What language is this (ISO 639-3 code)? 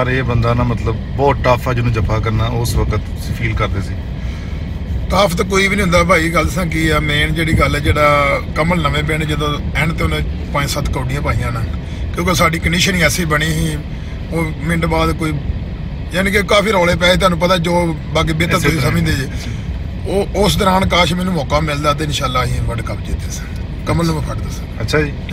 pan